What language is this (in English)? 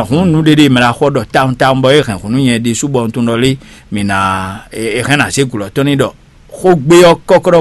Fon